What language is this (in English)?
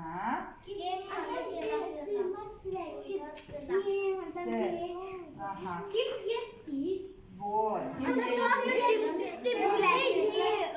Yakut